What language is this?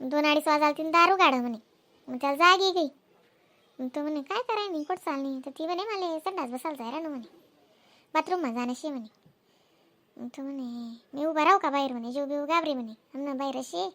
Khandesi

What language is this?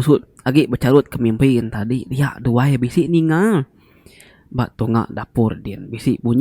Iban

